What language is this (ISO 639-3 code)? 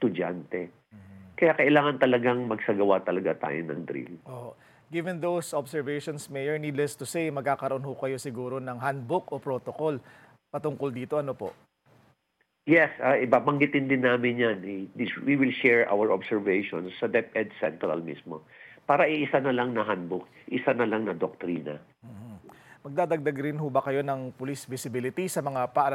fil